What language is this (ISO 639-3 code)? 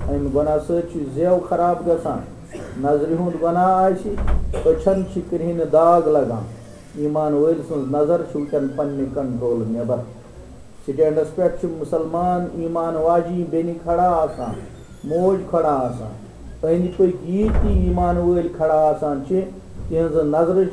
kas